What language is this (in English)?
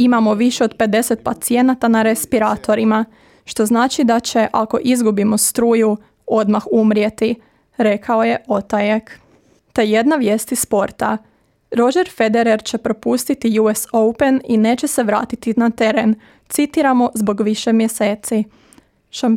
Croatian